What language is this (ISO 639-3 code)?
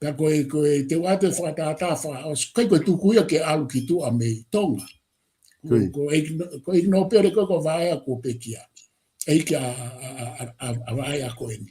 ton